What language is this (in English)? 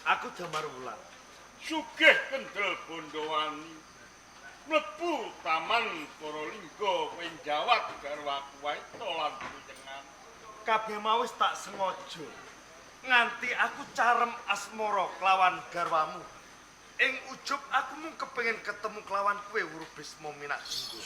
Javanese